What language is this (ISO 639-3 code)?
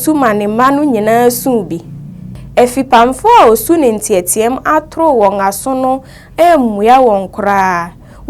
aka